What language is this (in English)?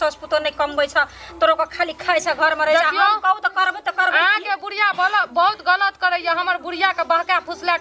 Maithili